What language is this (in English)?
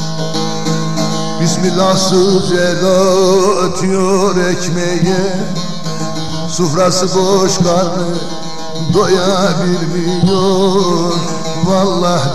Turkish